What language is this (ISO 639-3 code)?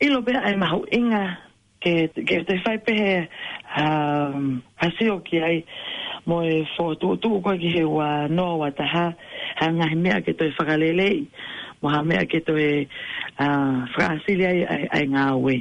ton